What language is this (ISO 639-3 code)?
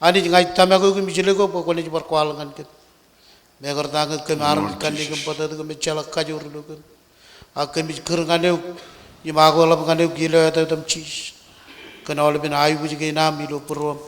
mah